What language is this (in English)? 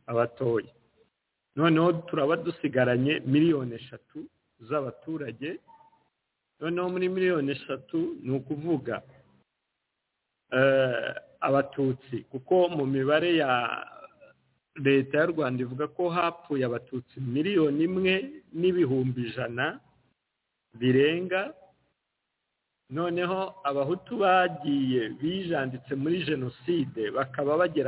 Kinyarwanda